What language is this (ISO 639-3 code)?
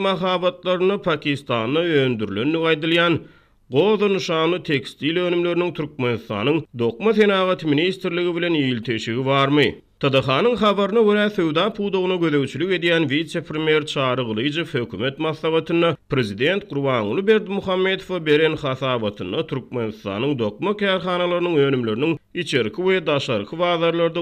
tuk